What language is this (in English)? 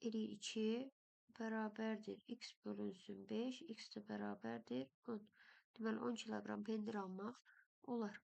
Azerbaijani